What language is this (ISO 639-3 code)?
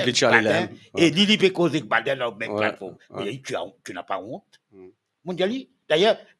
mfe